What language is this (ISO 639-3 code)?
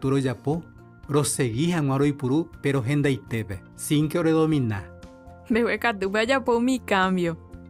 grn